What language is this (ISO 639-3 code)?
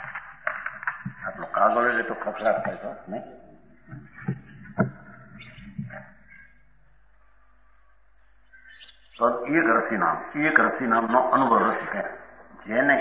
guj